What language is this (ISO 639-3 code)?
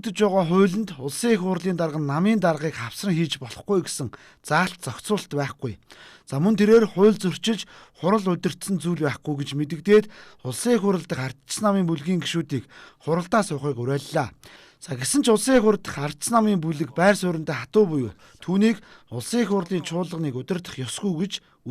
mon